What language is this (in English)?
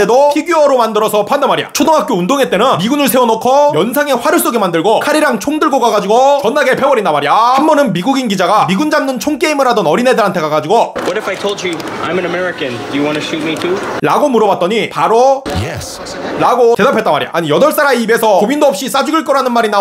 Korean